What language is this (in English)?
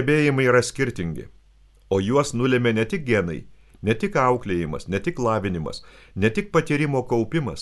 Lithuanian